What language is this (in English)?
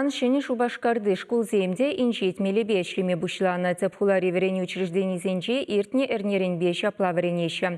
Chuvash